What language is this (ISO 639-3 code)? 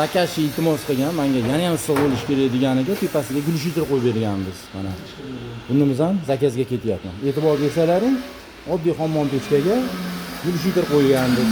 uzb